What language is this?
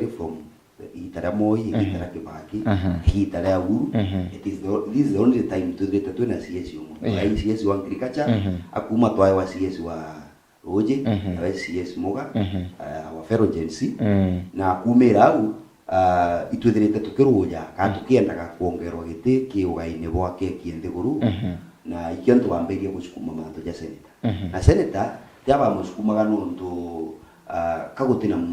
Meru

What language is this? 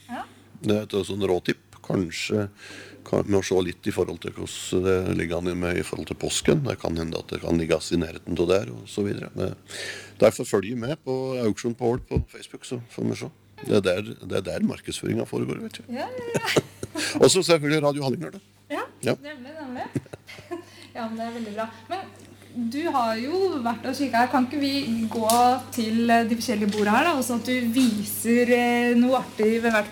Norwegian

